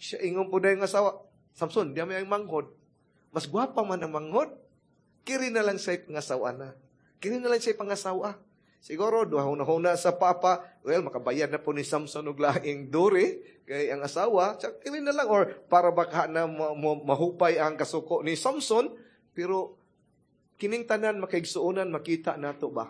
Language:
Cebuano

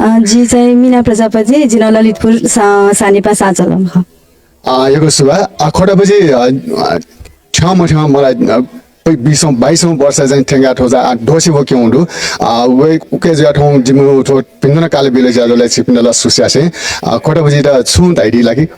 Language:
Newari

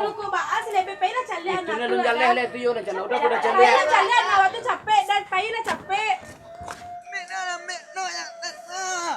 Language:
Minangkabau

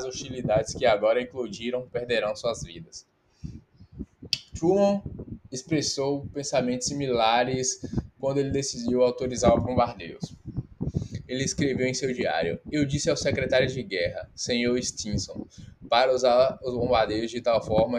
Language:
Portuguese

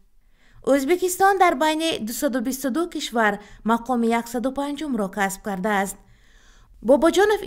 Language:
Tajik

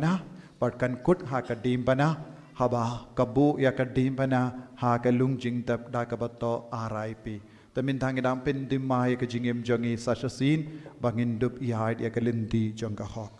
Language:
Khasi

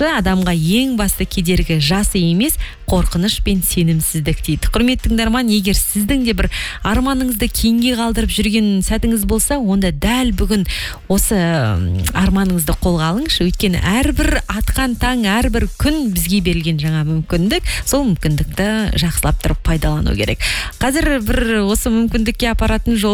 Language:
Kazakh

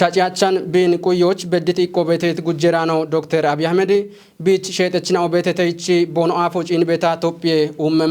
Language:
Kafa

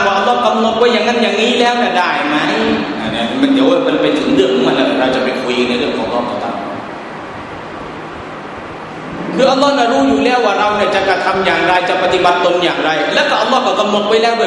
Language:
Thai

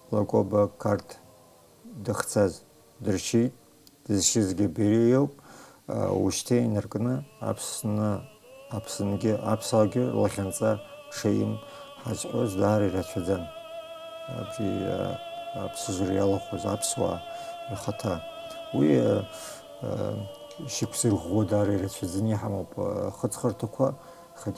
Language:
Abkhazian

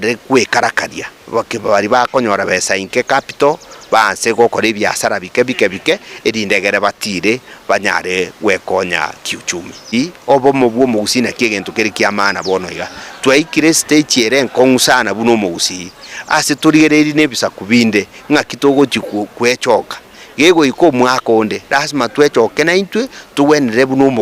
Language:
Gusii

